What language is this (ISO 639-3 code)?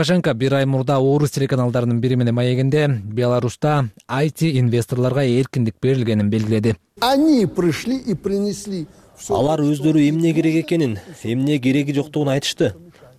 kir